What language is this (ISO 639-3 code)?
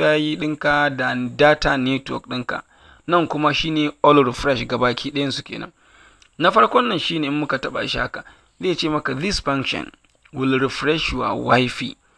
hau